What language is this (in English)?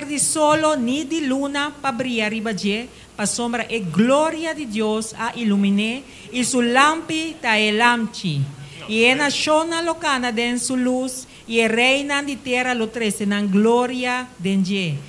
Papiamento